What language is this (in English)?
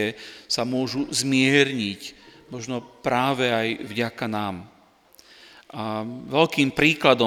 Slovak